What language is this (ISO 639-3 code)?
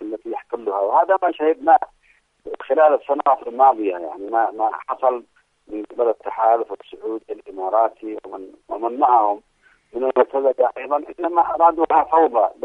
ara